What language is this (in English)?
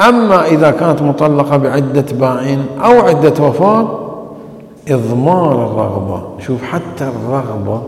Mesopotamian Arabic